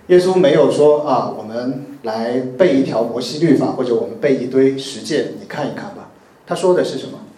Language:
Chinese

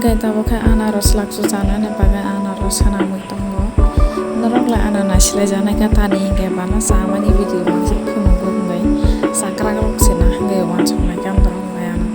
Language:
Kok Borok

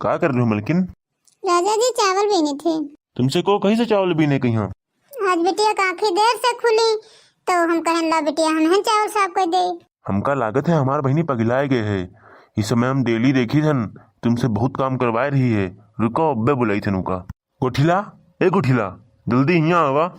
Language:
Awadhi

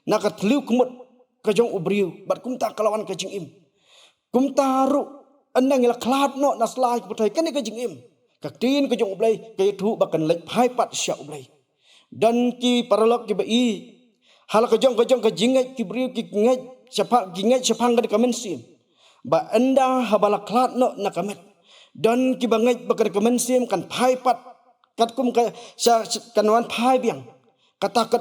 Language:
Khasi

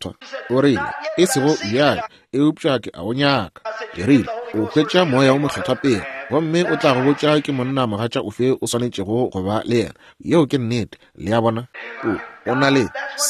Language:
Northern Sotho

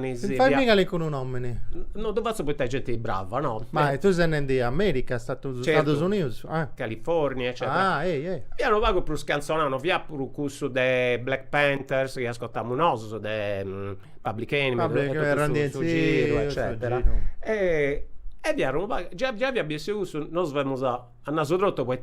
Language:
Sardinian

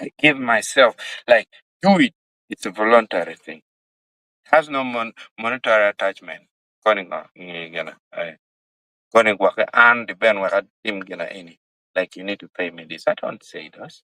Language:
Acoli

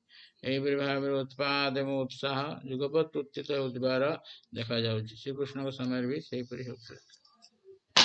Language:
Odia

